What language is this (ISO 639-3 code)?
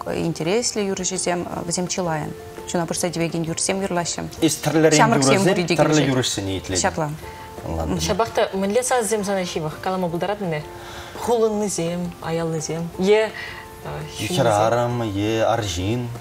chv